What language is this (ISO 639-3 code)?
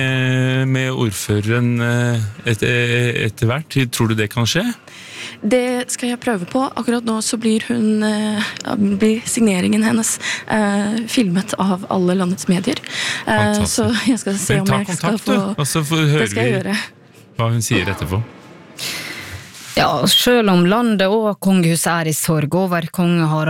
nor